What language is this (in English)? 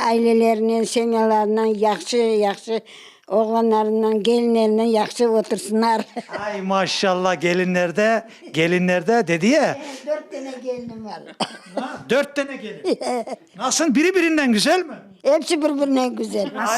Crimean Tatar